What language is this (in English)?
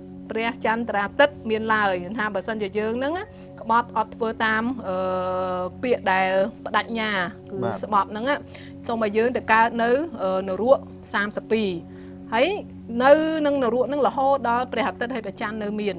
Khmer